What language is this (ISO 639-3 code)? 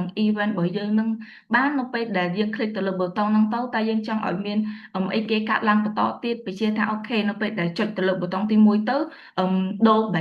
khm